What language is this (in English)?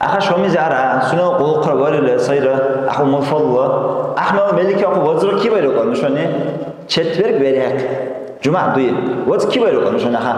Dargwa